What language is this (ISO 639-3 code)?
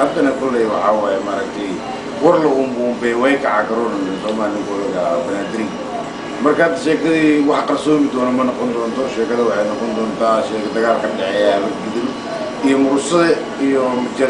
som